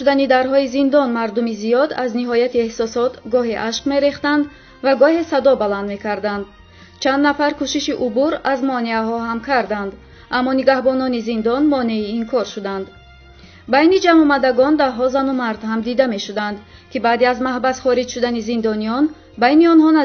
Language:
Tajik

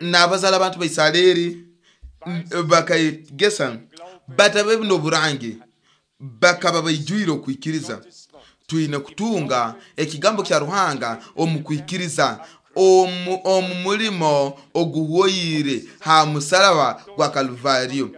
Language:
Nyoro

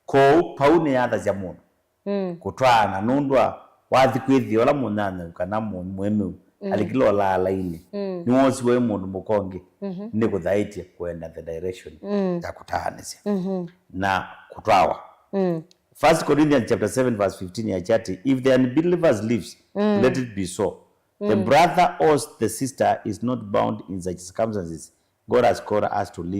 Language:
Kamba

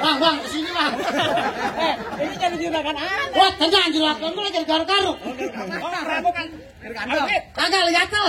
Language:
Betawi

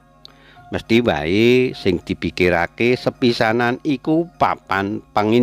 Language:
Javanese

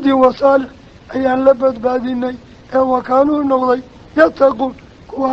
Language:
Somali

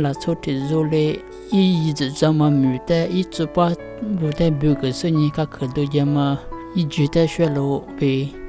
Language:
Lisu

